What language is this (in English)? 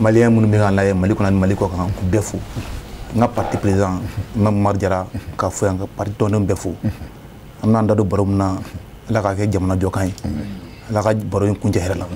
Bambara